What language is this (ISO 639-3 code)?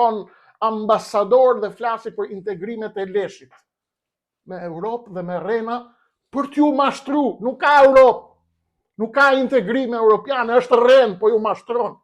sqi